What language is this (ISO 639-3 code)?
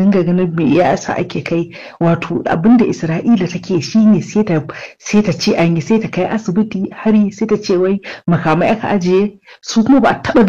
hau